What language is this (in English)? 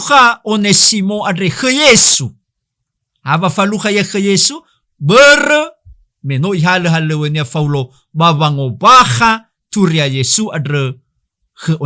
Nias